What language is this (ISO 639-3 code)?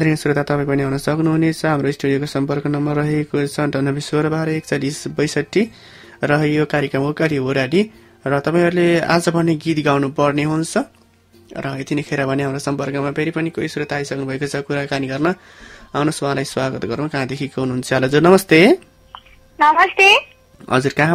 nep